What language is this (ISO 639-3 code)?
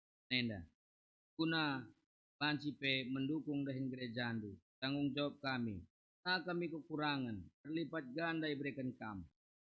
btx